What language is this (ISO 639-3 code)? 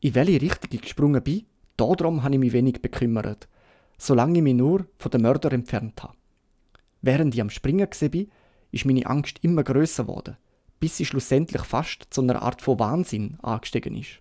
gsw